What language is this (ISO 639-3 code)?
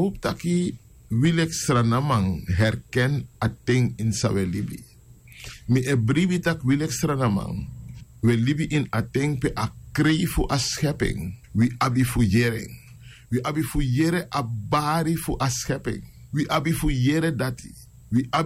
srn